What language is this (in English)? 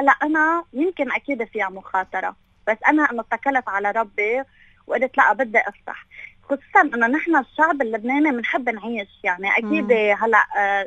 North Levantine Arabic